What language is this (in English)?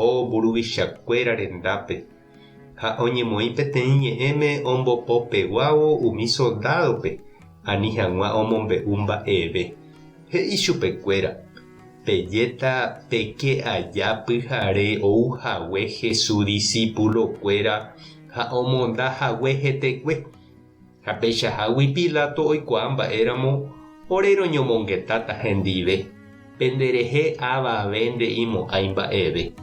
Guarani